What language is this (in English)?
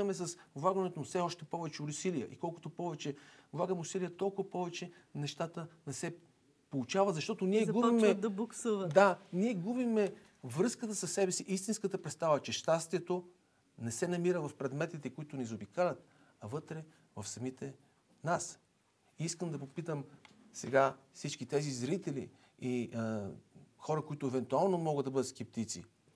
Bulgarian